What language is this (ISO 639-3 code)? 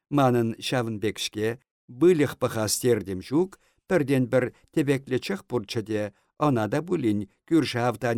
chv